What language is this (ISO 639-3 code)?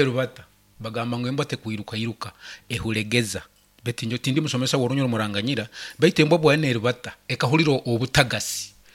nyn